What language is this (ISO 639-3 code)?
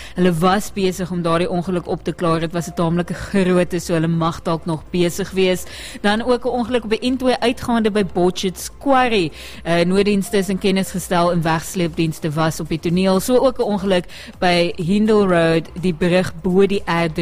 afr